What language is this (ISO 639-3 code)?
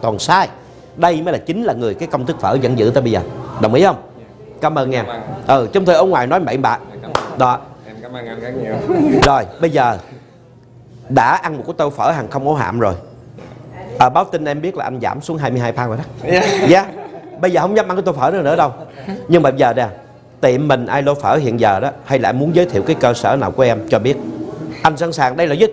vie